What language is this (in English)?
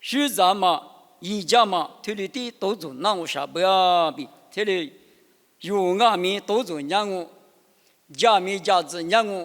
Lisu